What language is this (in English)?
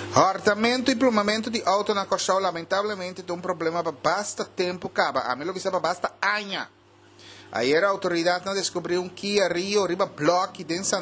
Papiamento